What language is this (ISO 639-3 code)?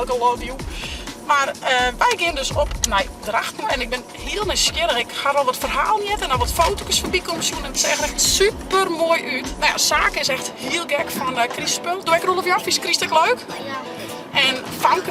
fry